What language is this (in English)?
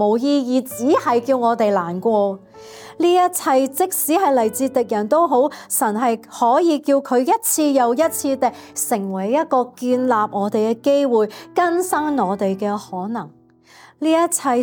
Cantonese